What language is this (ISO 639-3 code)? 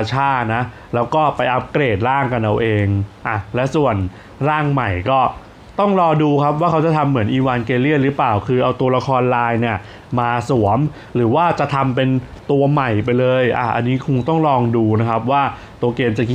tha